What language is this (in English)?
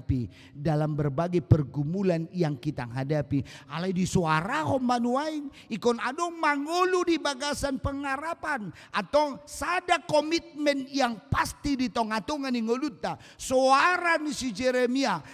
Batak Toba